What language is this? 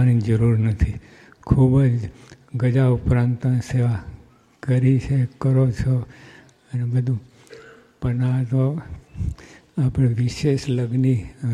Gujarati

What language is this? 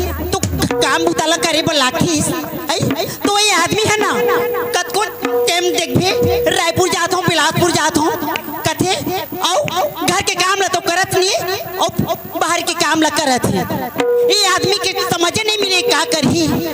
Chhattisgarhi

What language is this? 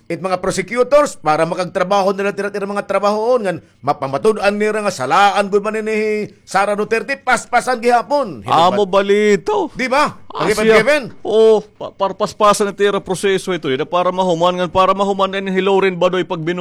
Waray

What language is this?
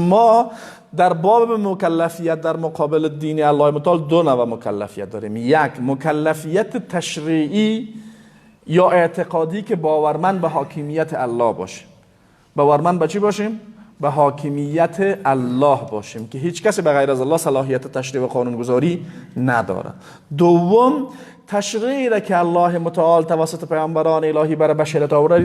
Persian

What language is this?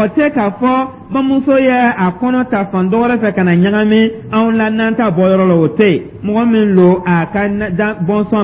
Dyula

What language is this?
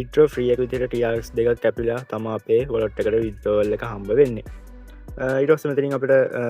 Sinhala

